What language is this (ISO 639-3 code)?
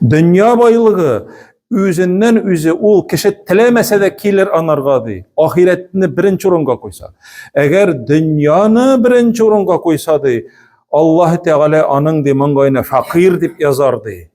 tat